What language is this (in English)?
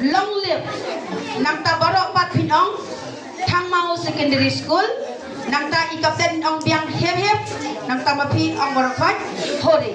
Khasi